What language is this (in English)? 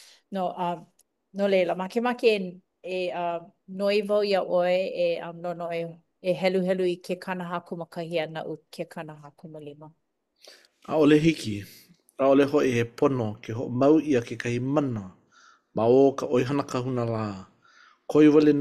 Hawaiian